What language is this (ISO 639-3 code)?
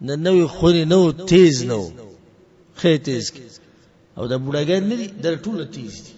pus